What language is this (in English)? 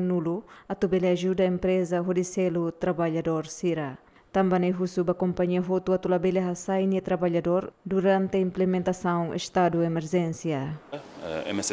Tetum